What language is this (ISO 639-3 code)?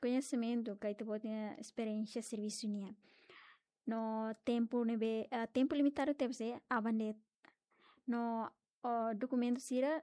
tet